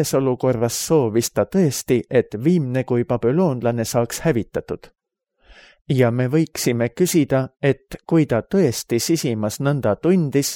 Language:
Estonian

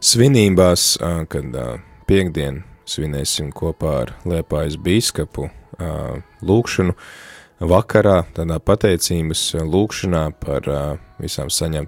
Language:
Latvian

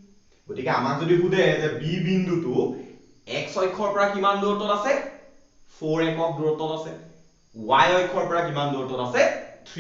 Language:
Assamese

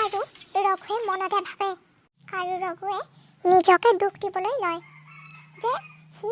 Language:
Assamese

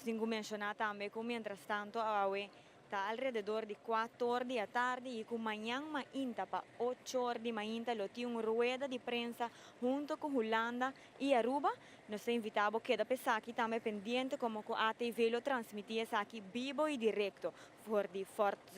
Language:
Papiamento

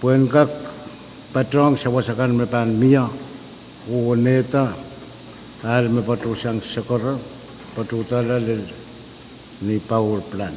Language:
Pohnpeian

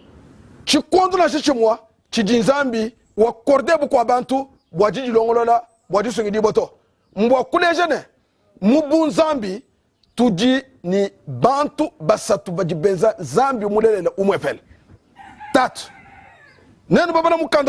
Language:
Luba-Lulua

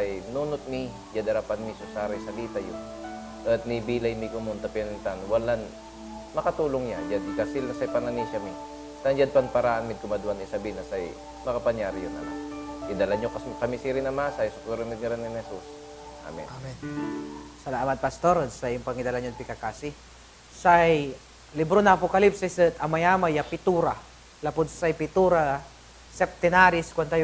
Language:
Pangasinan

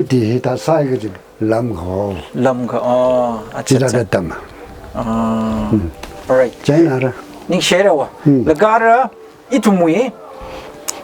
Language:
Tangkhul Naga (India)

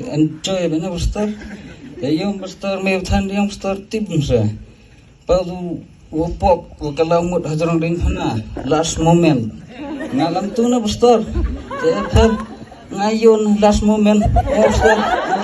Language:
Khasi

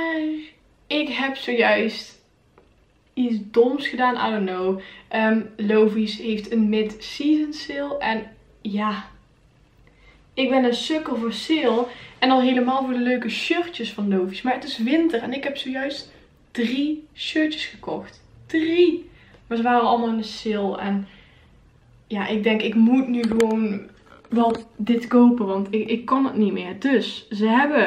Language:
Dutch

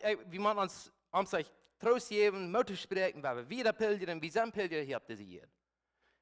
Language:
Plautdietsch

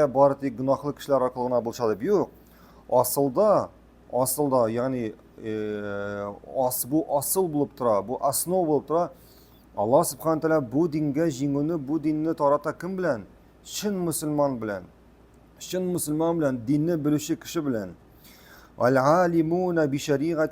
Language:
Tatar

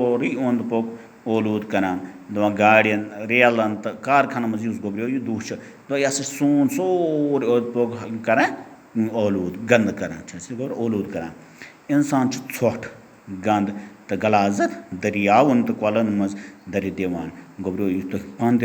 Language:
Kashmiri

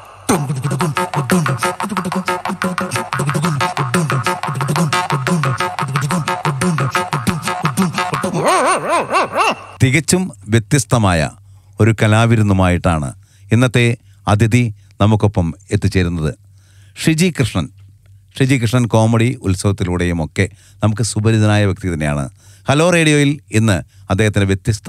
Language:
Malayalam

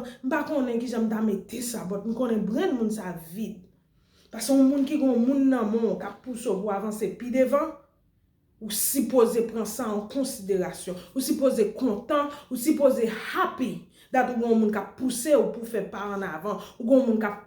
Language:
Haitian Creole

